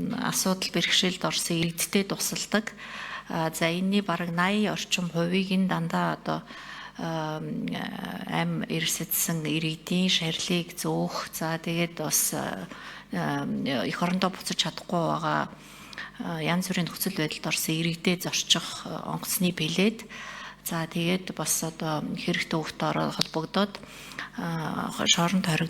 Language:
Mongolian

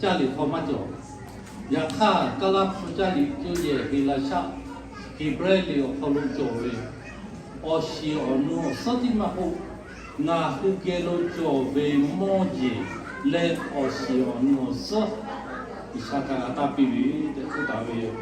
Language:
Lahu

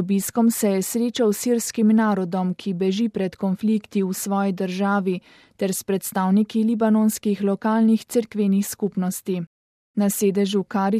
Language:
Slovenian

